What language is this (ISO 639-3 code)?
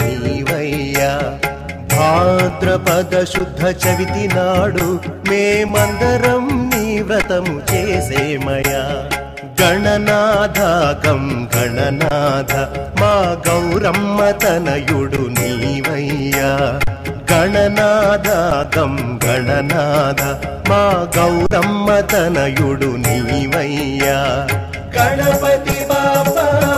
tel